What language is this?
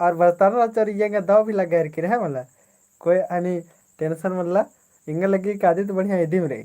Kurukh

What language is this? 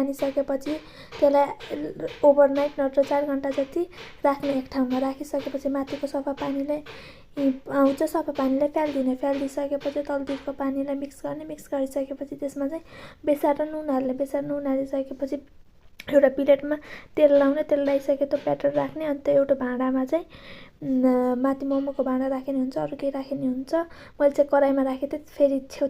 Nepali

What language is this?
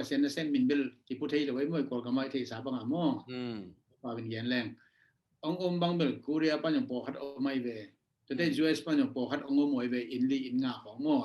Tedim Chin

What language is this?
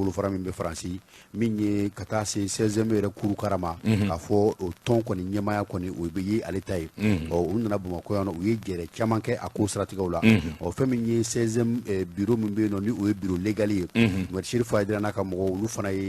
Bambara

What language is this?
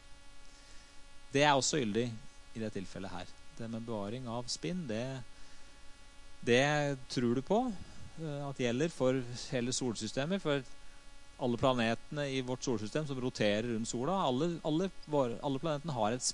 Norwegian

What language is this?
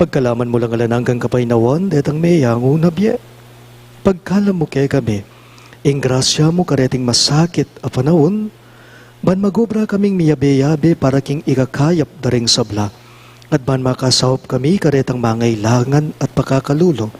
Pampanga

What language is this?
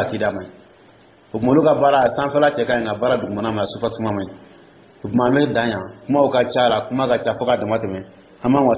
Dyula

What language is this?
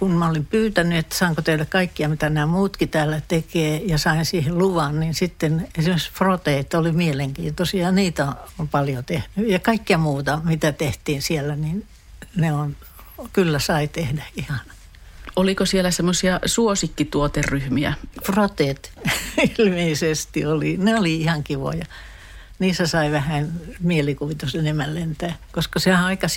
Finnish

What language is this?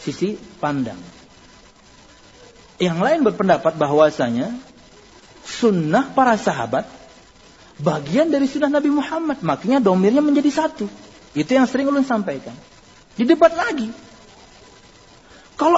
Indonesian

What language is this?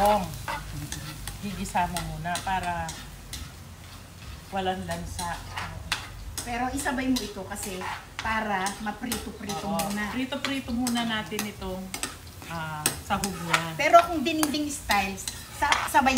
Filipino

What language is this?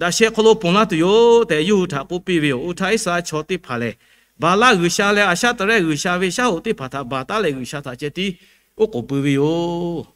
Lahu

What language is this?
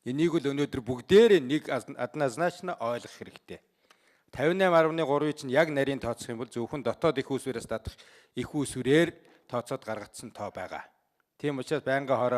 Mongolian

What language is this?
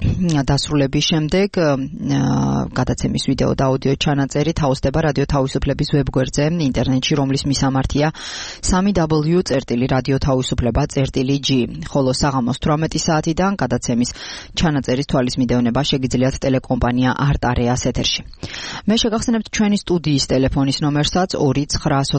Georgian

